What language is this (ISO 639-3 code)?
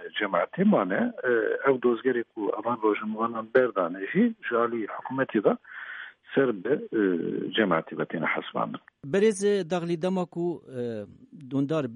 kur